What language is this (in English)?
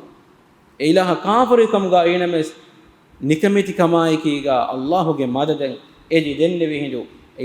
Divehi